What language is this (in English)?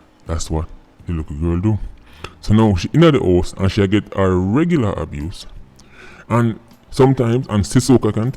Jamaican Creole English